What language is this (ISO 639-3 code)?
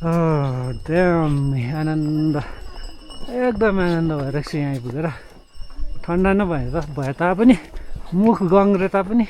nep